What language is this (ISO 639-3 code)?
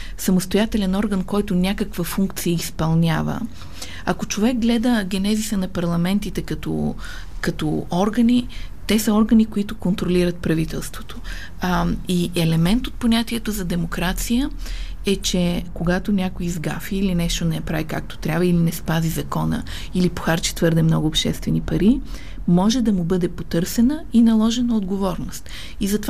bul